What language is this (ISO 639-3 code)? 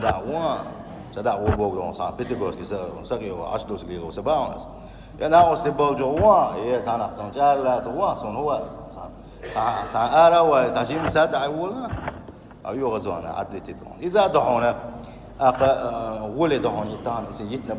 che